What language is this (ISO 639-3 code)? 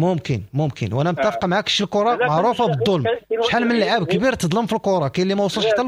ary